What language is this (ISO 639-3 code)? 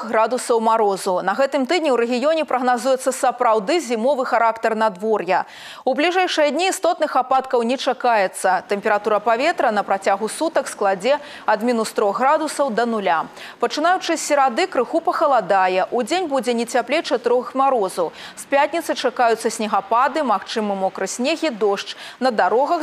bel